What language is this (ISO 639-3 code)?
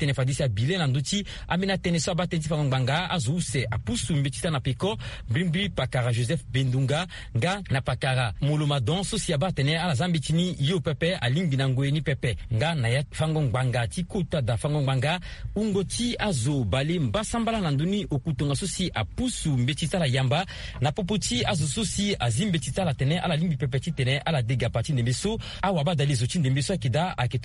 sag